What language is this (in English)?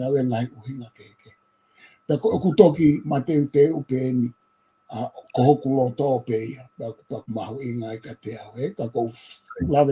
Tongan